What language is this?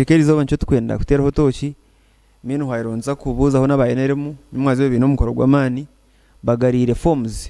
Nyankole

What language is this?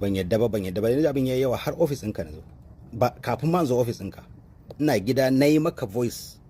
Hausa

